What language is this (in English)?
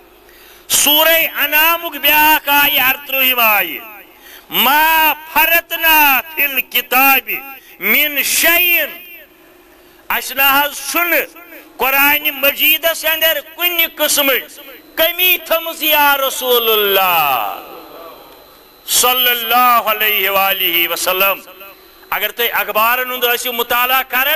Kashmiri